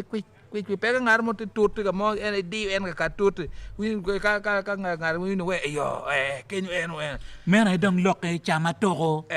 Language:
Acoli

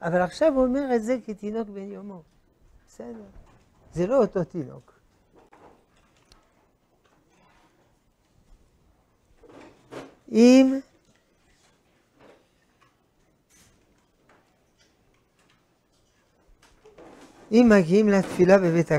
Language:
Hebrew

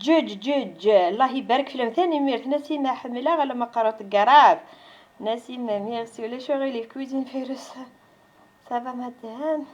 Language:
Kabyle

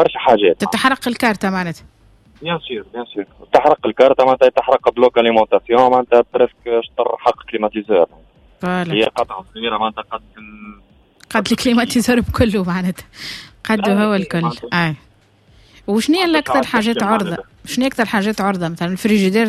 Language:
Tunisian Arabic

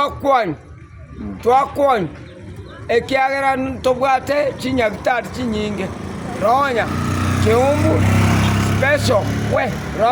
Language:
Gusii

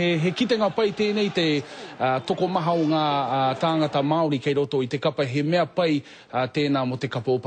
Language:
Māori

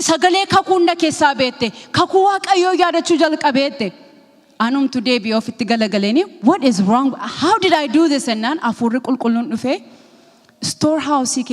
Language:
Oromo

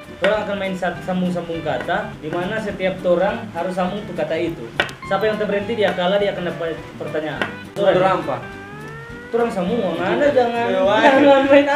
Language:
Manado Malay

